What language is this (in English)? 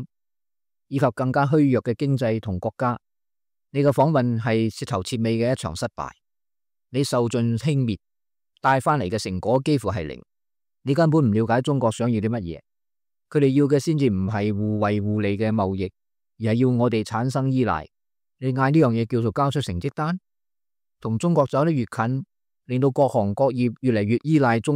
Cantonese